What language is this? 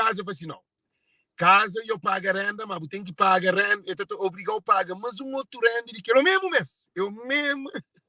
Kabuverdianu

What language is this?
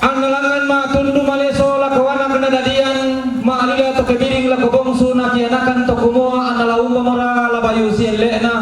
Toraja-Sa'dan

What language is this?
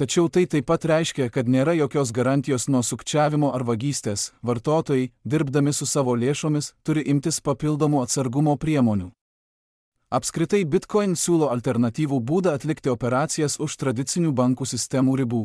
Lithuanian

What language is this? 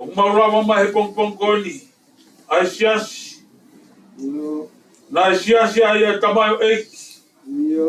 Tongan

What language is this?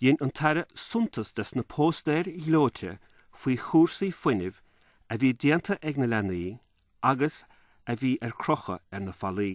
Irish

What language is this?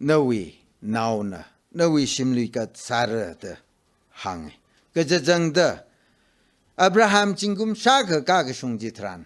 Tangkhul Naga (India)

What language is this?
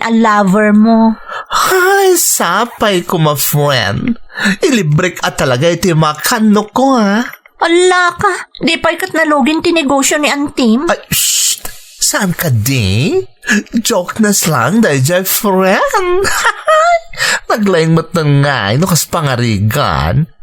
Iloko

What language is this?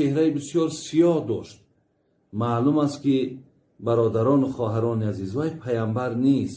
Tajik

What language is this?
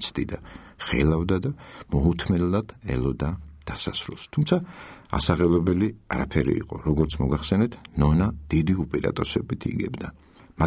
Georgian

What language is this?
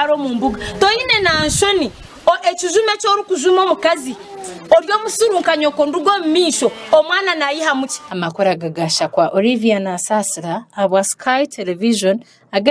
Nyankole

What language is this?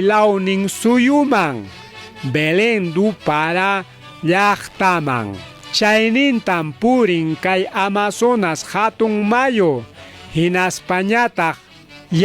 Ayacucho Quechua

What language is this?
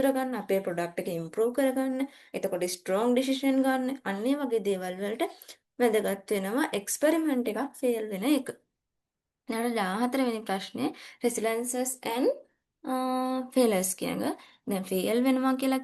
Sinhala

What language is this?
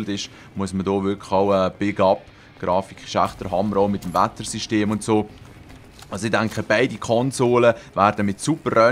Swiss German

